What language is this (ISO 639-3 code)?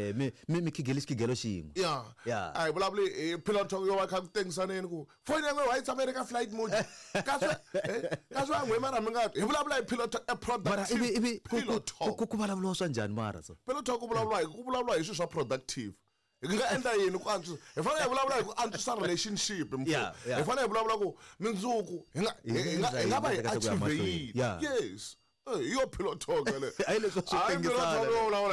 tso